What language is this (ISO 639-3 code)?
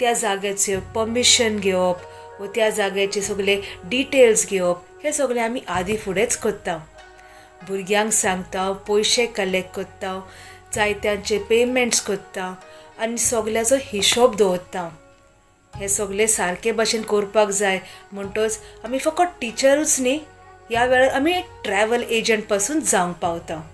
kok